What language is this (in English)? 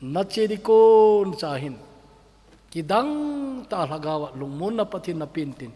Thado Chin